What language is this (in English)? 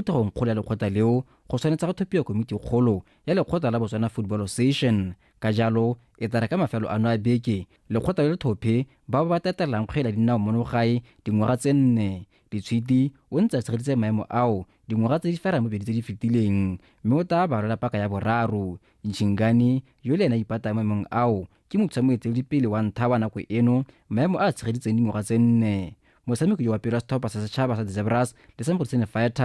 Tswana